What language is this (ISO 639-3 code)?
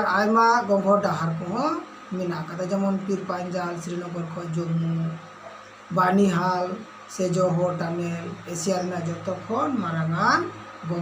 sat